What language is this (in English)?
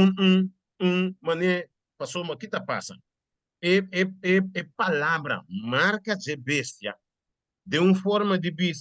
Papiamento